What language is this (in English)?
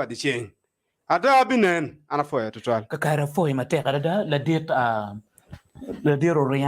Acoli